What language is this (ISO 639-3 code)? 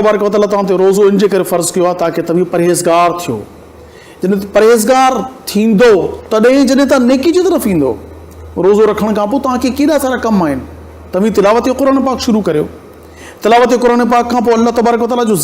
snd